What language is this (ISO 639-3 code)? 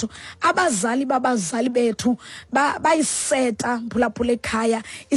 xho